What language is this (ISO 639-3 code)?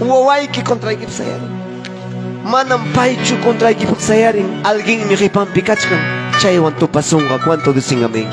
quy